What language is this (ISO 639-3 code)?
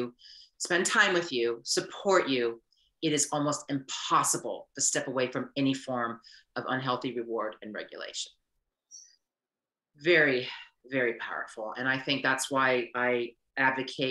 eng